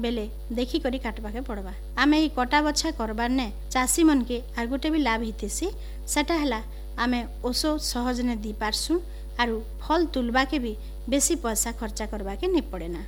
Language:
Odia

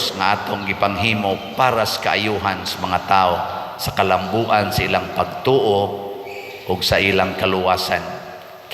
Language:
Cebuano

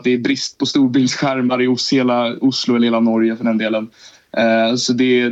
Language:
Swedish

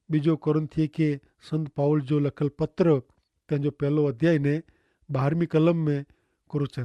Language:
Kachhi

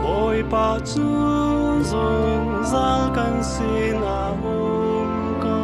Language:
Hakha Chin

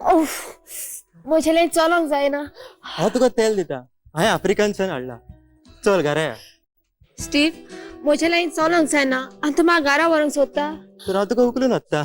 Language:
Konkani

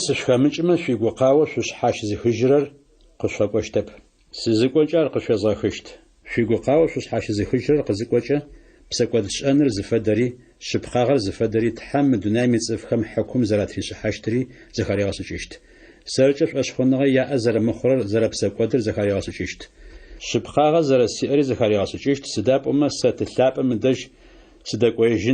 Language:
Adyghe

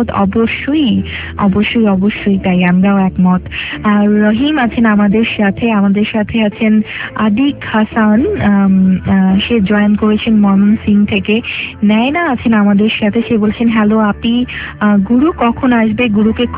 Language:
Bangla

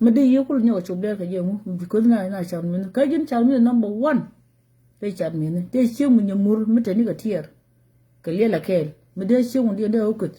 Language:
Nuer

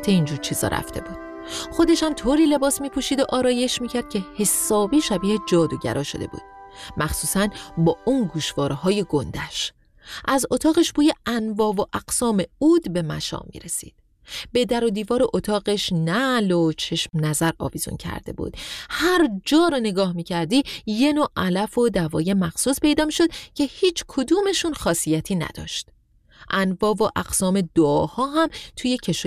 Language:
Persian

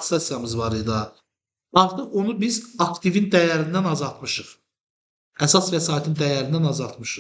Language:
Azerbaijani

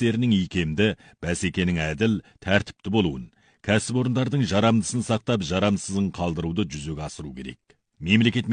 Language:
Kazakh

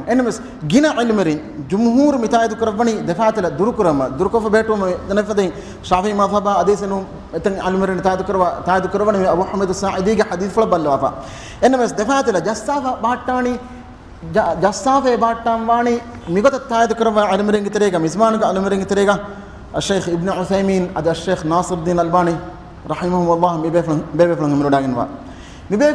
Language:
Divehi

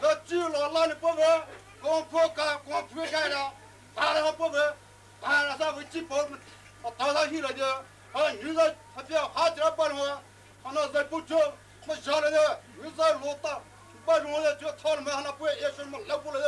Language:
Poumei Naga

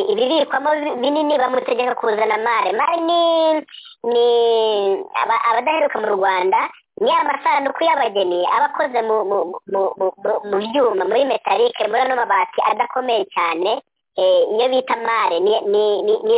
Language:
Kinyarwanda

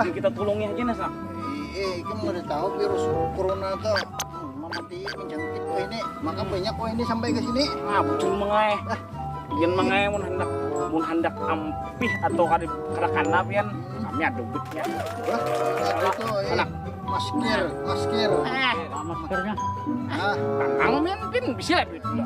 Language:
Banjar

